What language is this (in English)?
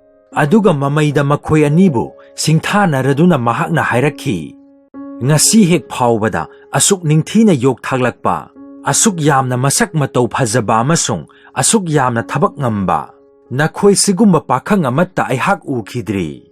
Manipuri